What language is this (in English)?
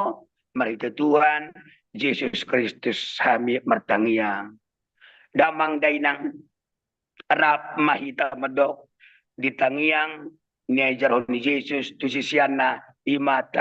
Batak Toba